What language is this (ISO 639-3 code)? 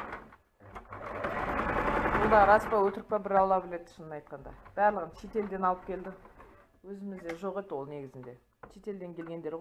kaz